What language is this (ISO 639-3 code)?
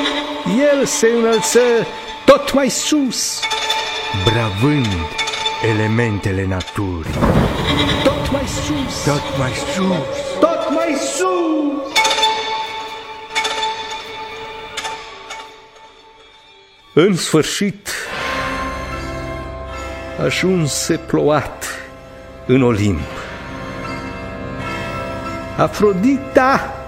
ron